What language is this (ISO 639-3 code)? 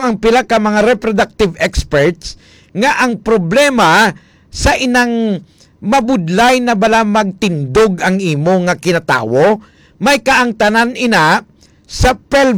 hil